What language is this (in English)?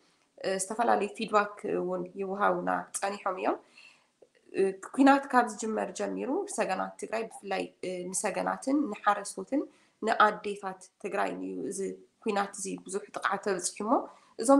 Tigrinya